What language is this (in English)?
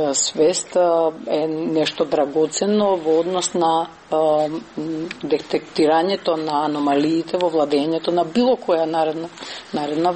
Macedonian